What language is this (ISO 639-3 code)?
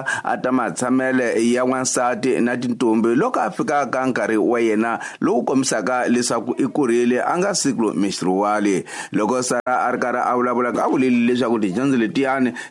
tso